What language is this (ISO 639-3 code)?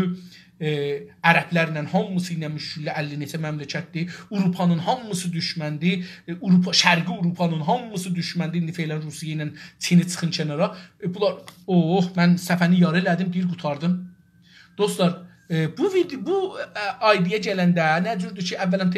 azb